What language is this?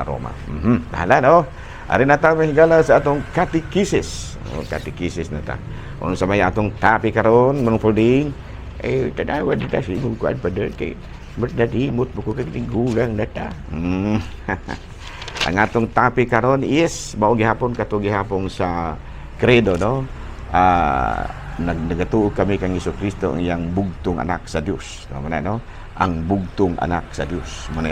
Cebuano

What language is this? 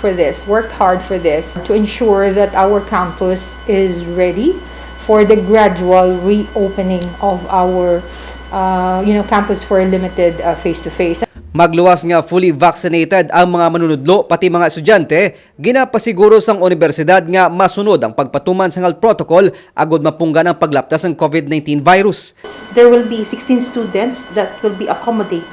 Hiligaynon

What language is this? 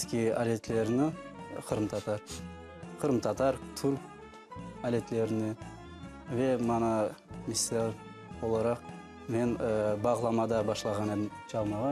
Crimean Tatar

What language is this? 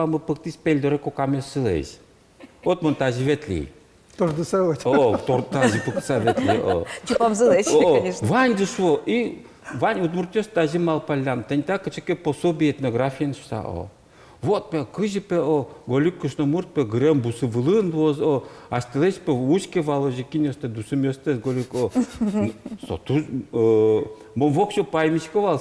Udmurt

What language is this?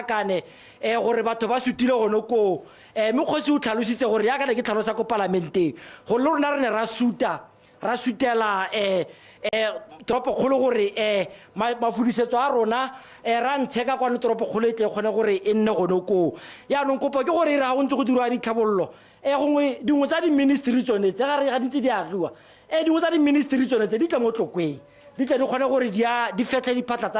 Tswana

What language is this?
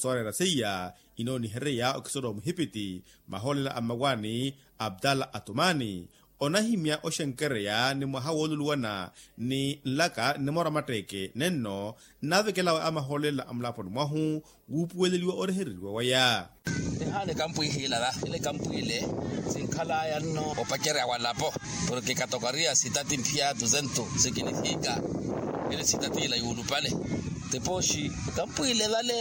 Makhuwa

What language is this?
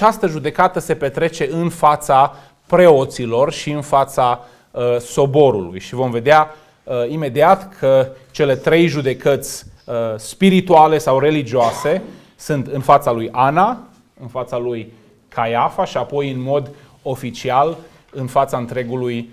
Romanian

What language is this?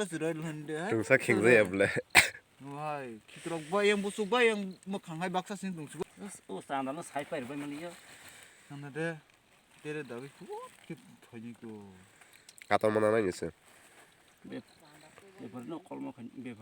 Kok Borok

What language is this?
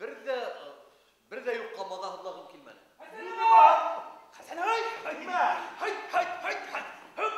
Bashkir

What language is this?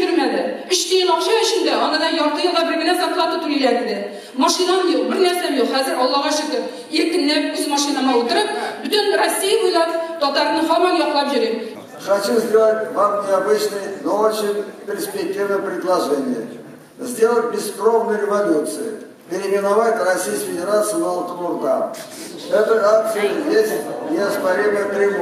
Tatar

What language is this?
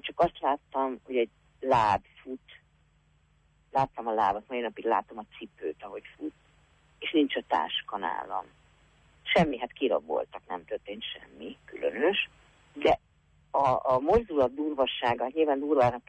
Hungarian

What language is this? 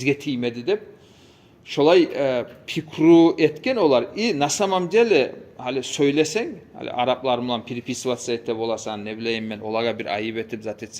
Kumyk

